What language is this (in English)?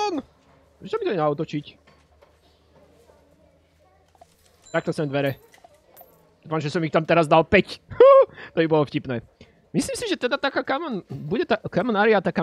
Slovak